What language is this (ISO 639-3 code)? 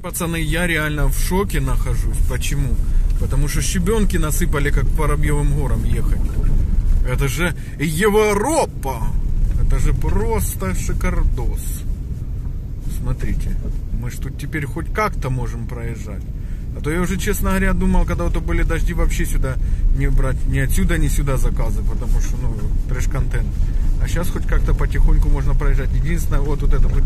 rus